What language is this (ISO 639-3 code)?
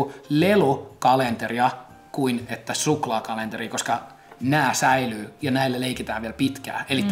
fin